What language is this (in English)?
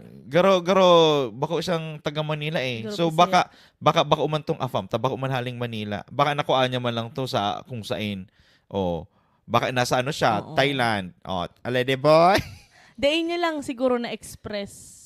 Bikol